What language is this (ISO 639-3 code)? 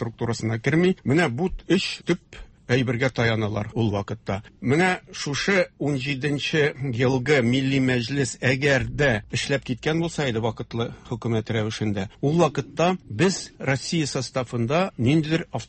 tat